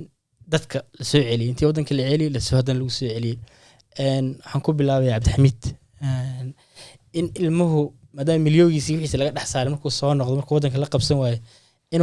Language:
Somali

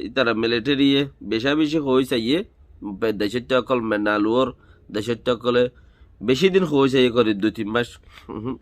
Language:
Rohingya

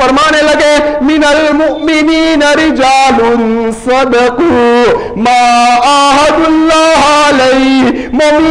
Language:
Urdu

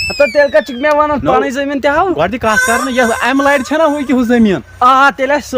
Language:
Kashmiri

